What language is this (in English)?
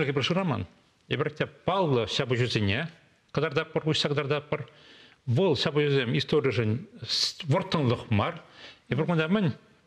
Chuvash